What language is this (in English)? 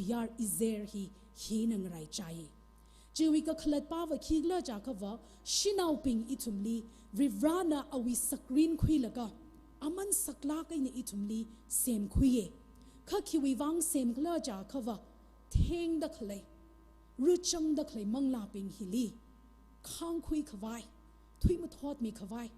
Tangkhul Naga (India)